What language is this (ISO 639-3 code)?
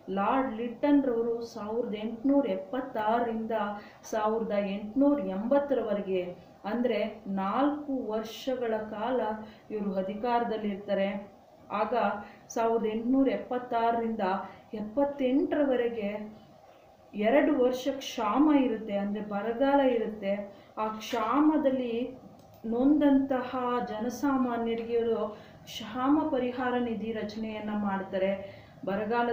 kan